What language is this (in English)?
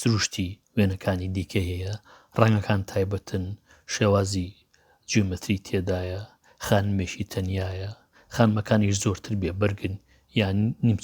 Central Kurdish